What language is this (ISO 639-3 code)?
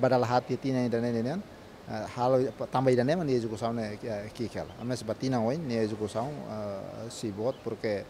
tet